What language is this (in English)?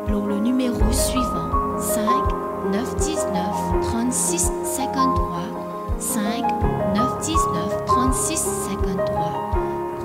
Morisyen